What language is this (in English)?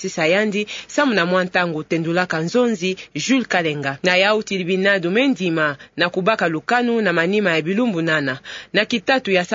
Kituba (Democratic Republic of Congo)